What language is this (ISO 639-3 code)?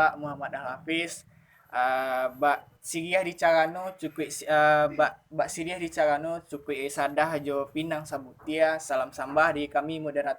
min